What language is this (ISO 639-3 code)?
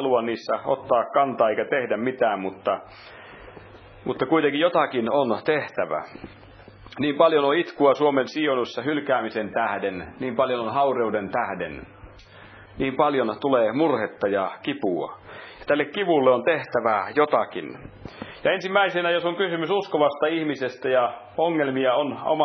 fin